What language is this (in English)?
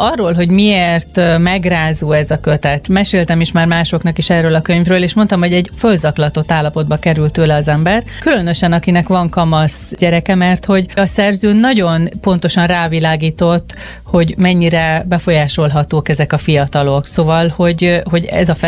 Hungarian